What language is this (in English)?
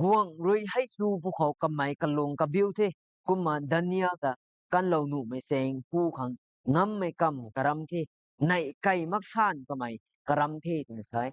Rongmei Naga